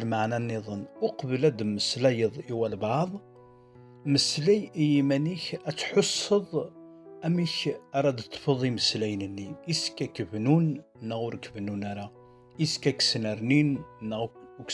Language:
Kabyle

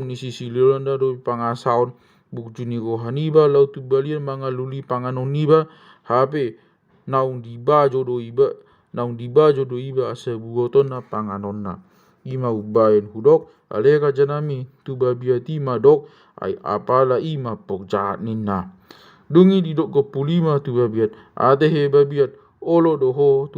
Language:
Batak Toba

